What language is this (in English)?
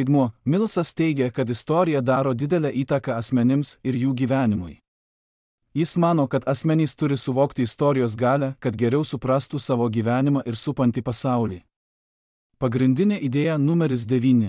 Lithuanian